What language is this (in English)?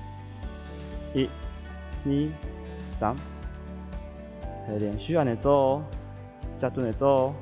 Hakka Chinese